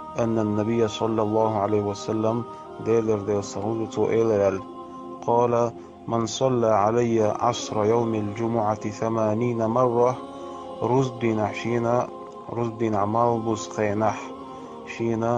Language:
Chechen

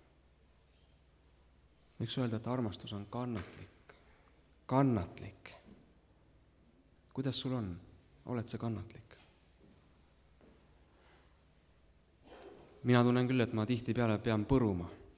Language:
Estonian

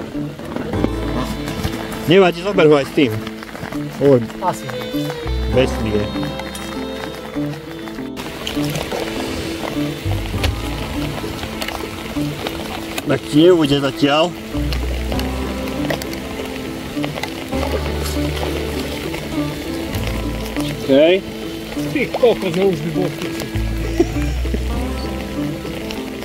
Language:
Slovak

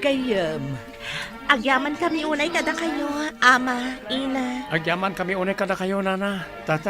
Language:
Iloko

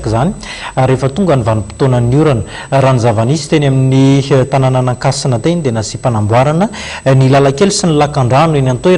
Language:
Malagasy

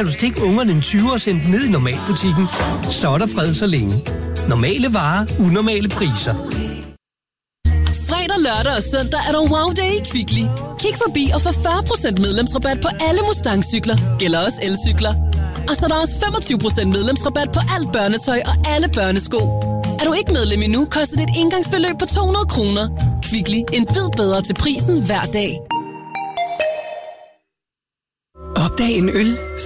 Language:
Danish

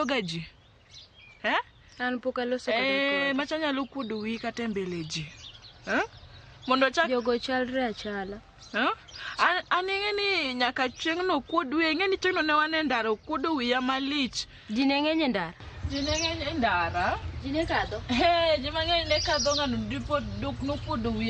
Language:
Luo (Kenya and Tanzania)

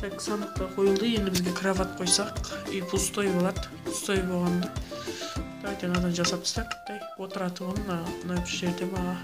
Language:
Kara-Kalpak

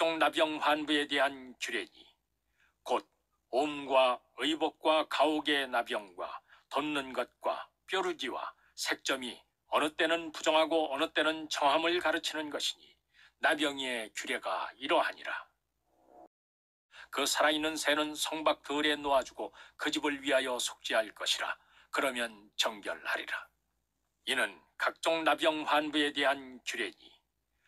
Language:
Korean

